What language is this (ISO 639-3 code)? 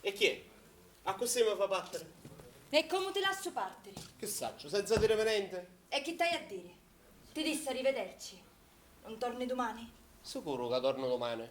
scn